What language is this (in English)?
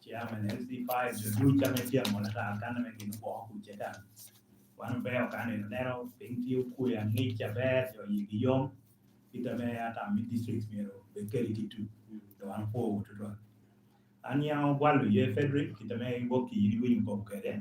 Lango (Uganda)